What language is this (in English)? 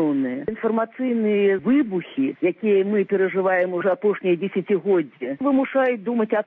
Belarusian